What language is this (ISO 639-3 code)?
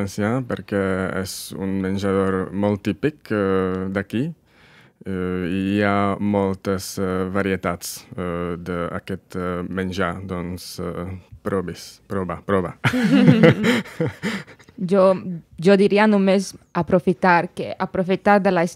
cat